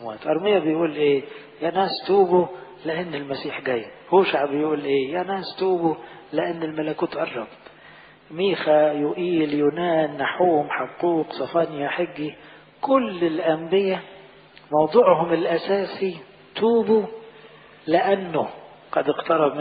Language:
Egyptian Arabic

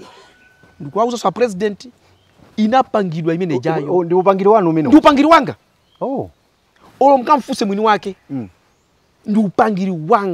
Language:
Nyanja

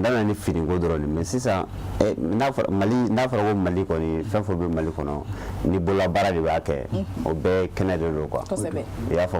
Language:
Bambara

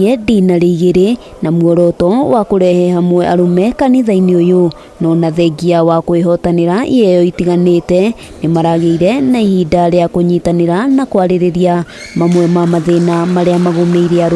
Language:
Kikuyu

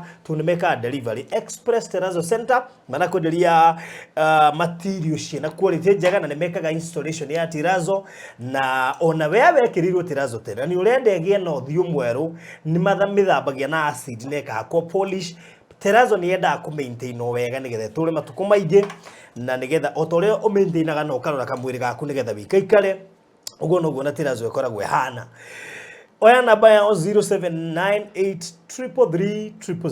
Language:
Kikuyu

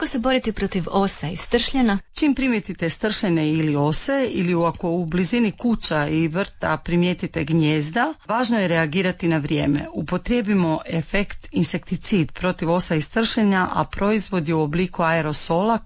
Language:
Croatian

